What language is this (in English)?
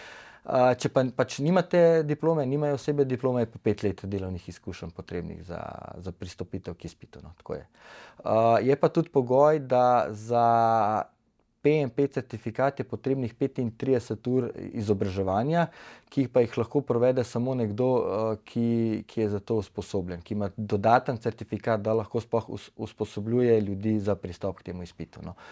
Slovenian